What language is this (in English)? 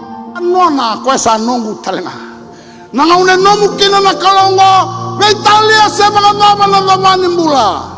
Fijian